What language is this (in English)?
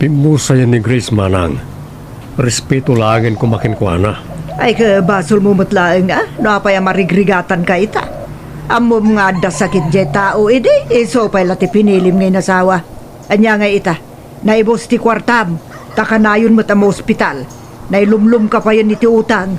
Iloko